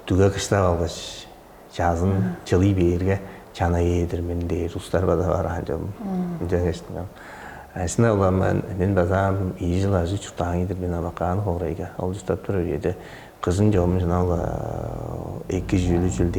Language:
Tuvinian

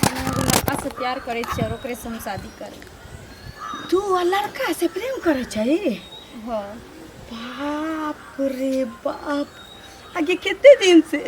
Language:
Maithili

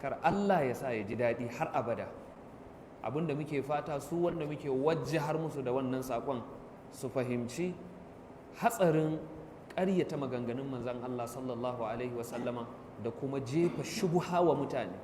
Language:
Hausa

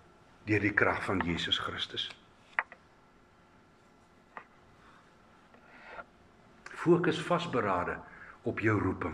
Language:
Afrikaans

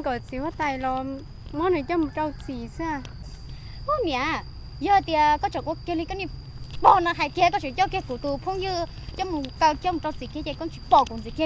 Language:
Hmong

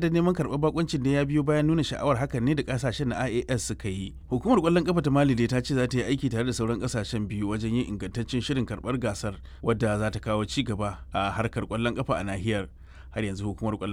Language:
Hausa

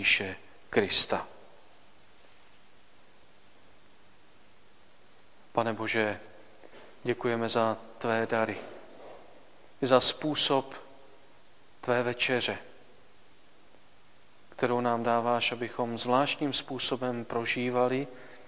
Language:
Czech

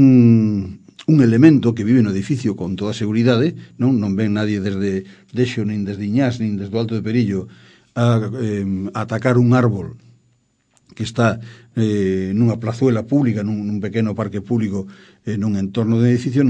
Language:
Galician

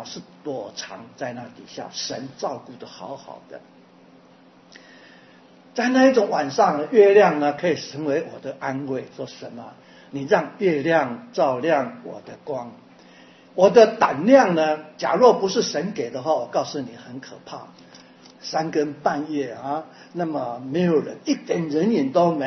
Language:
Chinese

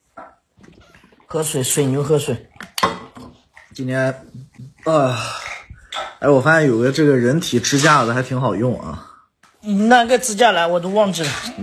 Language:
Chinese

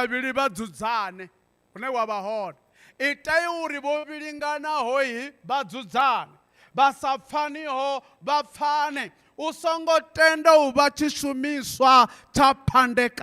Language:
Venda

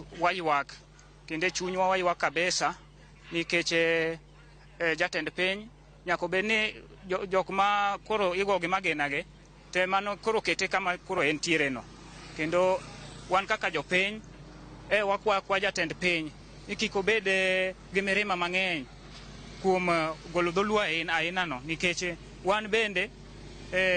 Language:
Luo (Kenya and Tanzania)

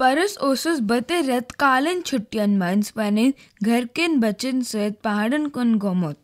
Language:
Kashmiri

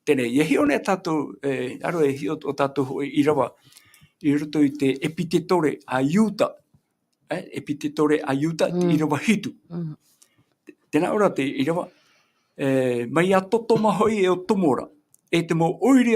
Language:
Tahitian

